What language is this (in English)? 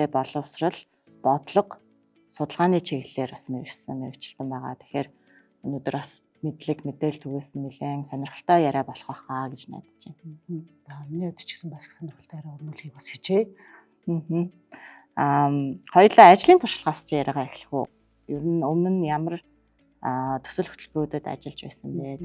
Mongolian